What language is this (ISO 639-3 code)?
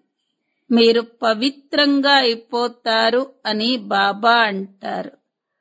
tel